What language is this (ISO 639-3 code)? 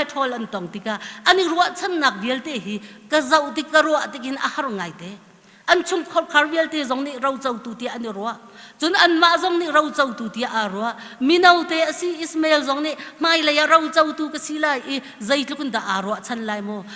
cnh